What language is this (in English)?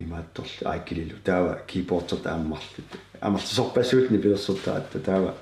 Kalaallisut